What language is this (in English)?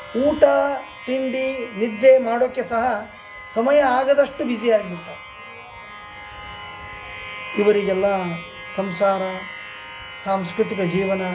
Kannada